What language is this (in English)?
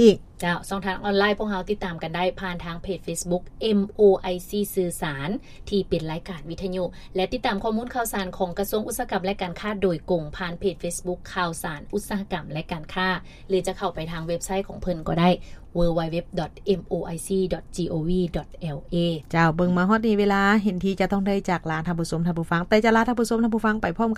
Lao